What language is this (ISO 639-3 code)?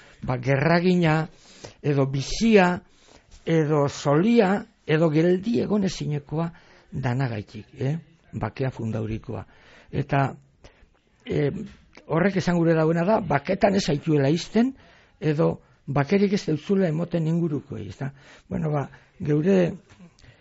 eus